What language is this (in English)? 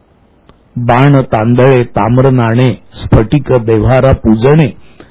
Marathi